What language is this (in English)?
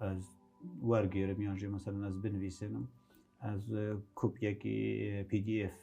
Kurdish